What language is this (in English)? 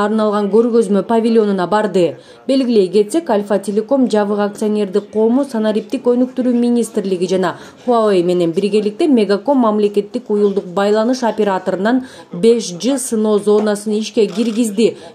Kyrgyz